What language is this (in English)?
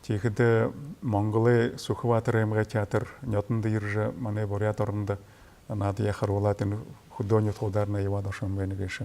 Buriat